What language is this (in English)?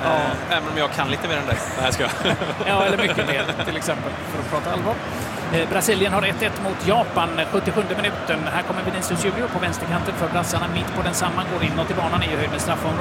Swedish